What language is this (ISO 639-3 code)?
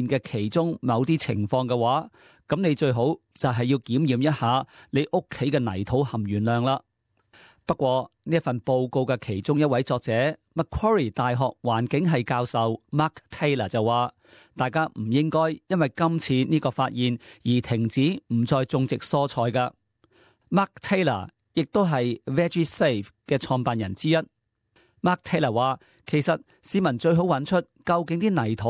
yue